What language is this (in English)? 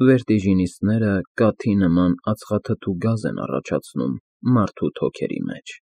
Armenian